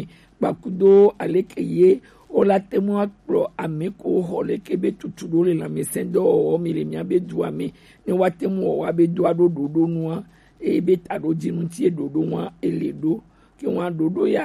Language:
Gen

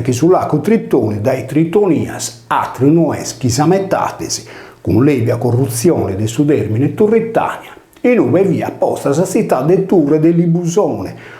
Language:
Sardinian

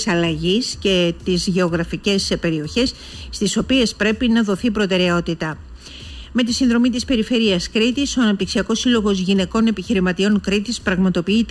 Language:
Greek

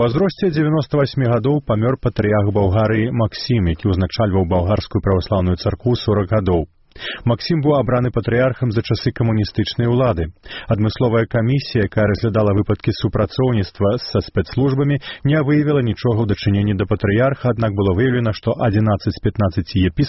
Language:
Belarusian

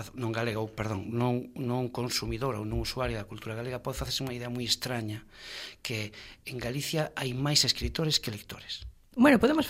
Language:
Galician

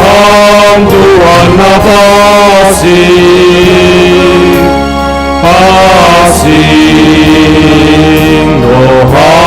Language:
Batak Simalungun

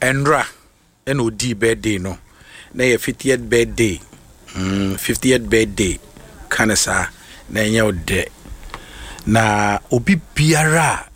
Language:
Akan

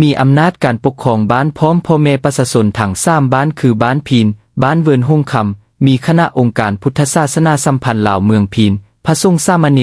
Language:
Lao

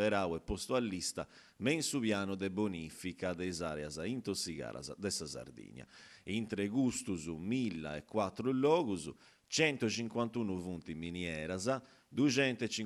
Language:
Sardinian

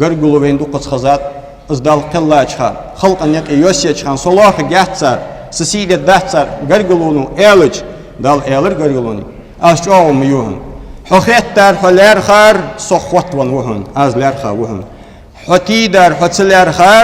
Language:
Ingush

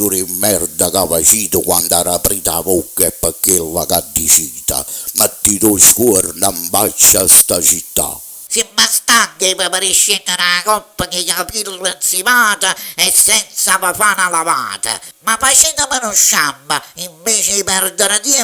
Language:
Neapolitan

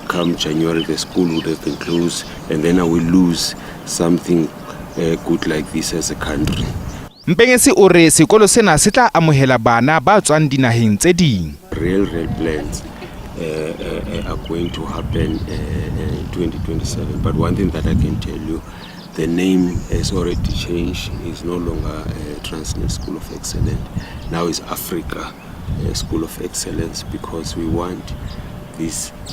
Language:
Southern Sotho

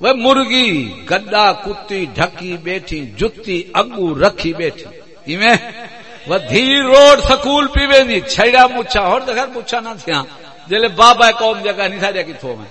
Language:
Saraiki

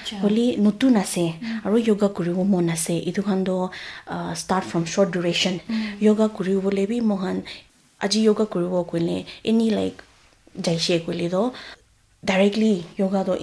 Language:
Naga Pidgin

